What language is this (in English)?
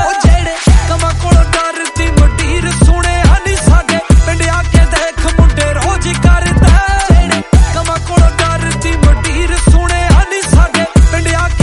Punjabi